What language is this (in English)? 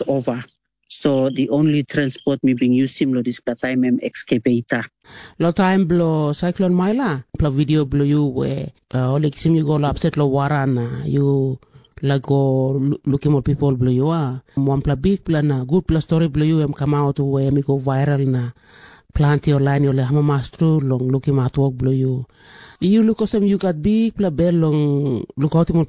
Tok Pisin